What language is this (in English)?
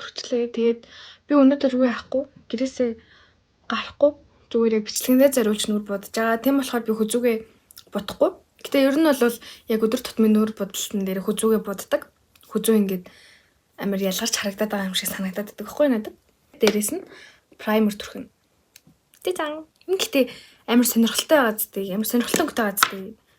Mongolian